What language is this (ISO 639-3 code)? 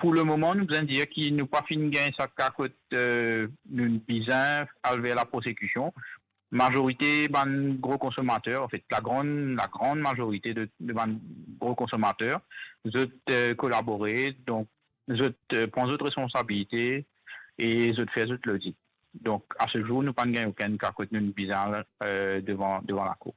mfe